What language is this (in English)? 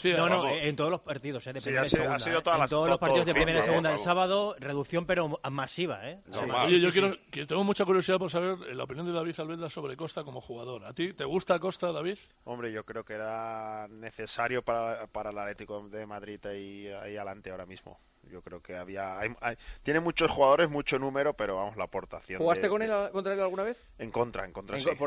Spanish